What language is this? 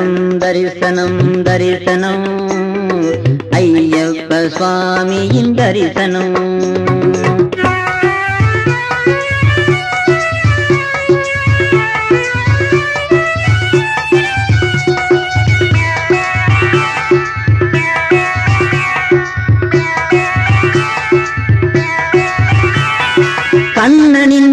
Tamil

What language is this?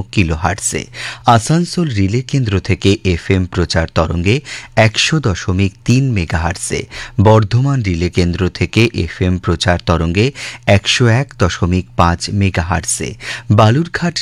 Bangla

